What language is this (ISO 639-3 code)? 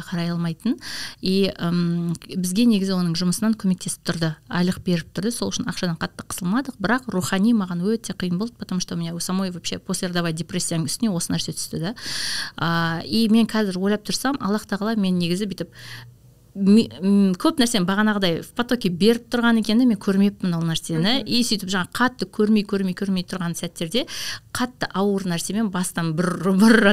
kaz